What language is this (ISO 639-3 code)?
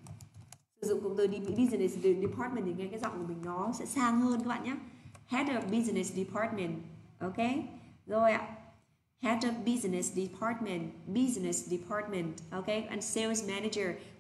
vie